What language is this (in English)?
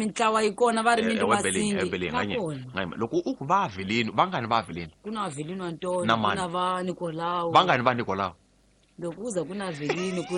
Tsonga